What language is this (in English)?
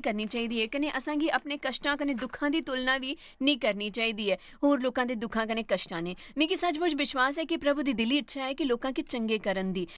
Dogri